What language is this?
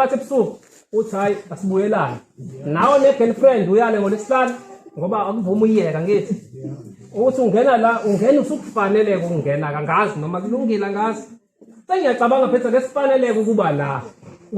Zulu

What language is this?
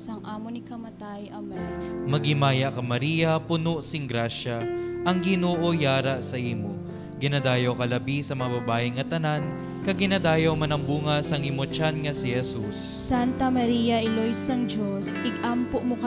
Hiligaynon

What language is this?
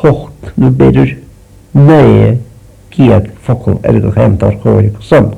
Irish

